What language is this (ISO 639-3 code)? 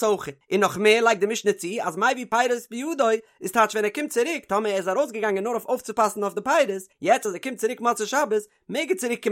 yid